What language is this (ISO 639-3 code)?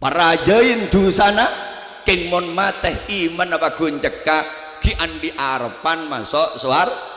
mad